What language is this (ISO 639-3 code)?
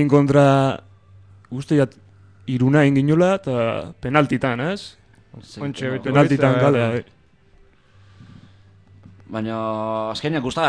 eus